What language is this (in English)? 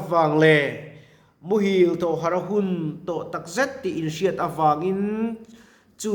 Mizo